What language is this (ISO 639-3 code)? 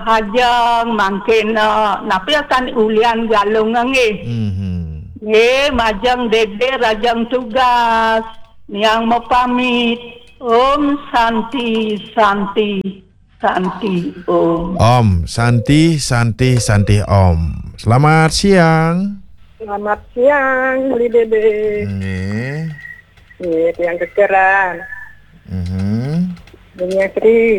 ban